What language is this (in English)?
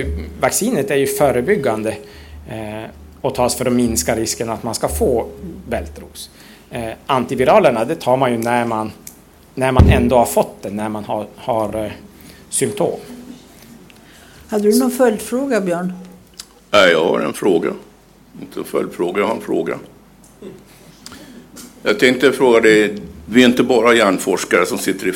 Swedish